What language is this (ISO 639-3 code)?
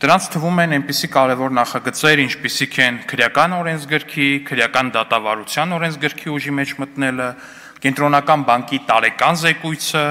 hye